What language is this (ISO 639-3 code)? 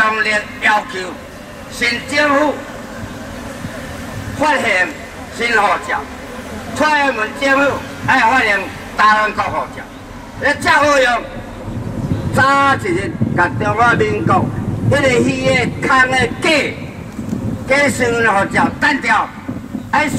nan